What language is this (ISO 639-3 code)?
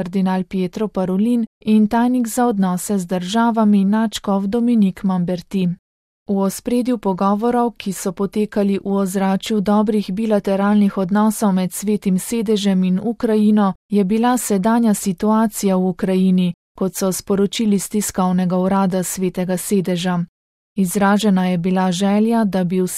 slv